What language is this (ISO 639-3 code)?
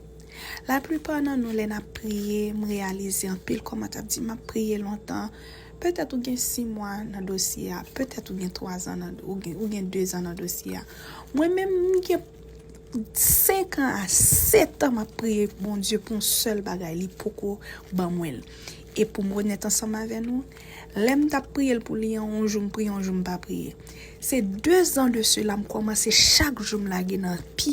hat